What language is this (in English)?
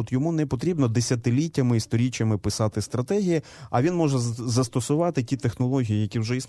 Ukrainian